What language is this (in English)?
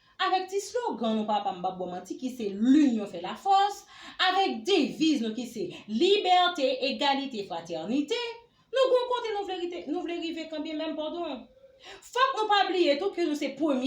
Haitian Creole